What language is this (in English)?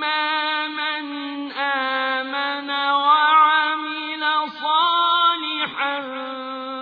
Arabic